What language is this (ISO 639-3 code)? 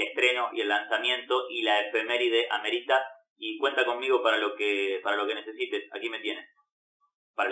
spa